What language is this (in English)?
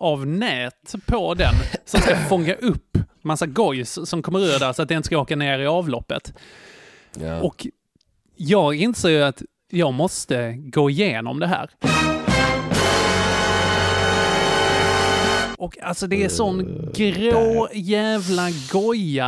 Swedish